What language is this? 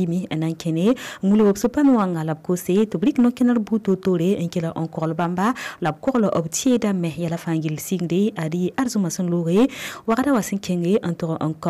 Mossi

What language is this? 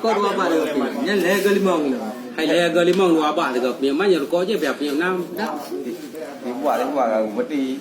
Achinese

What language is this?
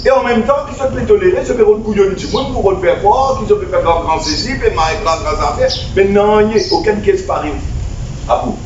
Morisyen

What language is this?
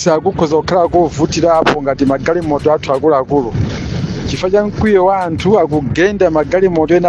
Nyanja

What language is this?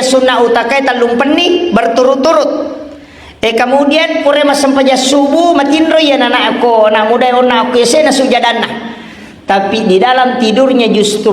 Buginese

